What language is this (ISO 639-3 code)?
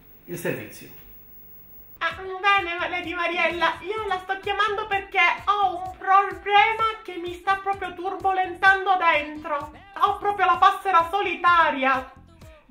ita